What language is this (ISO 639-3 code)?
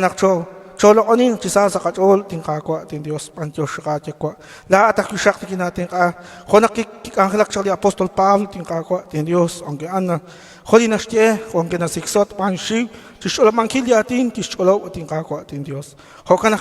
kek